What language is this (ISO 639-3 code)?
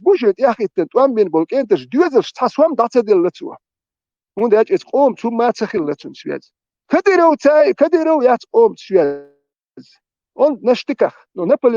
che